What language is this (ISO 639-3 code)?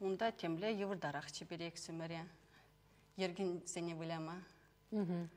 chv